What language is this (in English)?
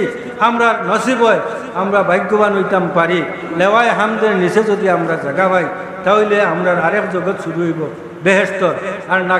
Sylheti